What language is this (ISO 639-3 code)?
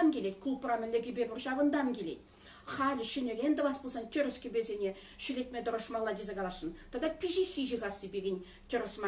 chv